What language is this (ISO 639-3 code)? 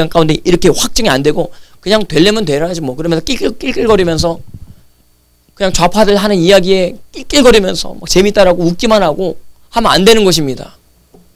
kor